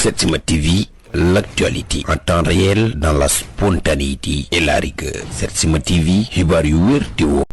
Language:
Wolof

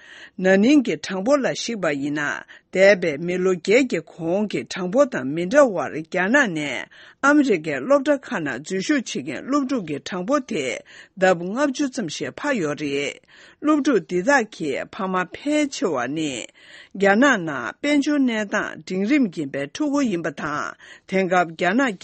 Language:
Tibetan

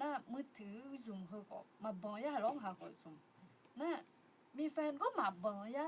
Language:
Akha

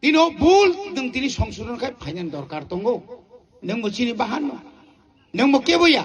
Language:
Kok Borok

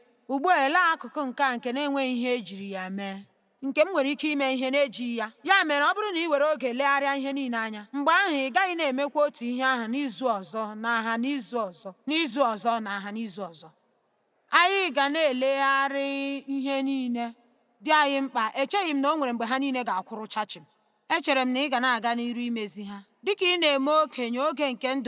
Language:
Igbo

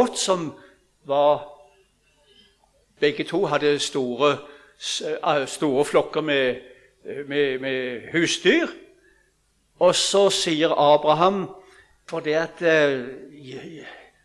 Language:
Norwegian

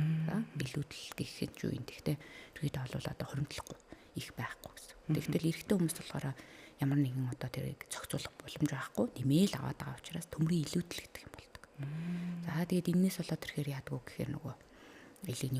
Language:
Mongolian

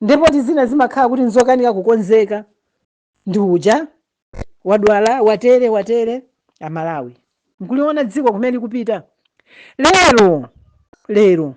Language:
Nyanja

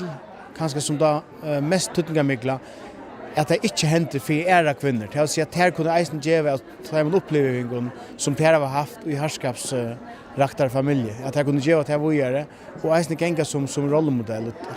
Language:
Faroese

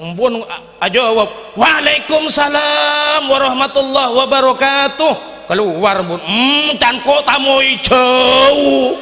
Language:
Madurese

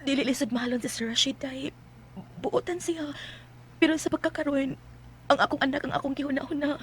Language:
Cebuano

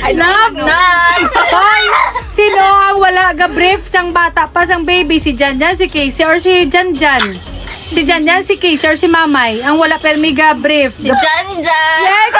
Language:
Hiligaynon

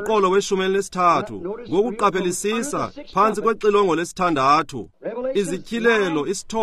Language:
Xhosa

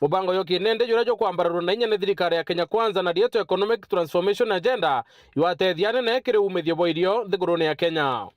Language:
Meru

